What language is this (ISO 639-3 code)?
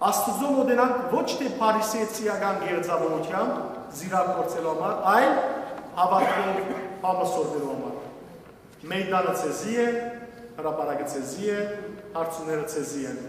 hyw